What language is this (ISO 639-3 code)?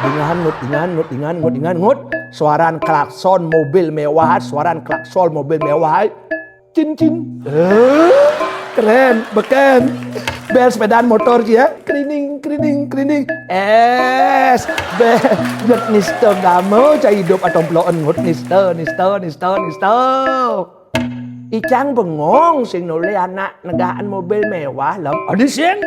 ban